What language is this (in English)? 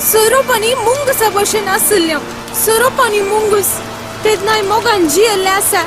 Konkani